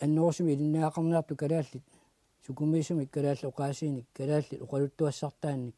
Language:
Kalaallisut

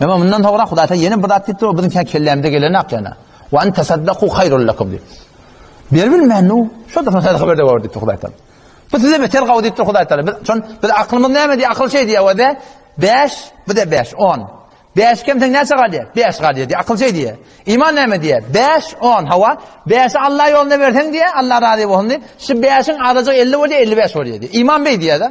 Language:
Turkmen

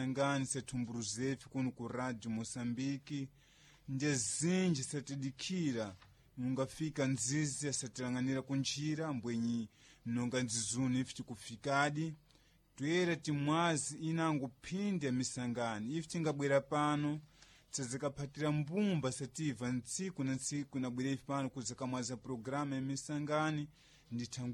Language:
Sena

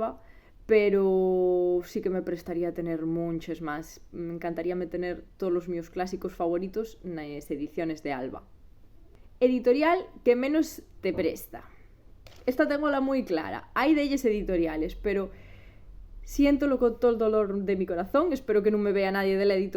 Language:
Asturian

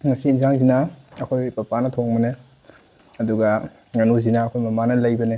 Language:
Manipuri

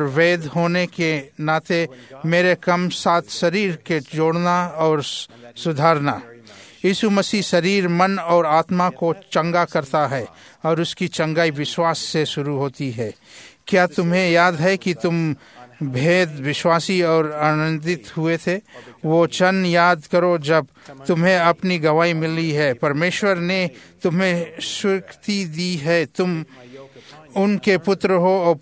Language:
Hindi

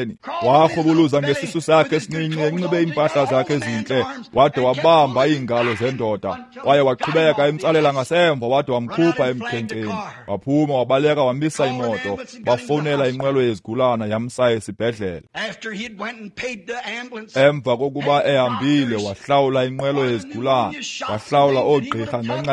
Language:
Xhosa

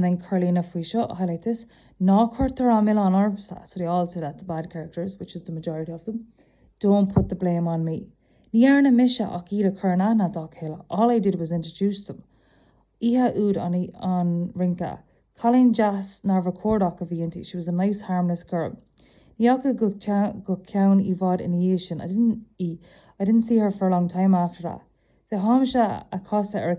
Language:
Irish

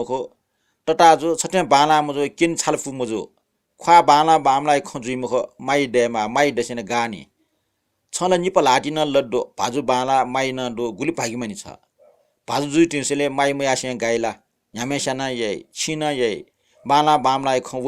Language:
Newari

